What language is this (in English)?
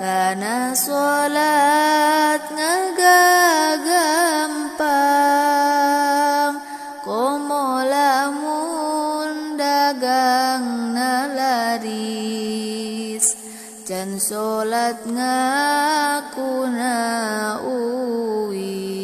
Sundanese